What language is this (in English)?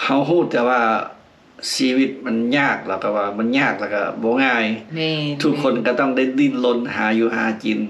Lao